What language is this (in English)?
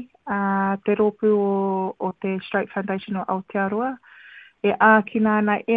Māori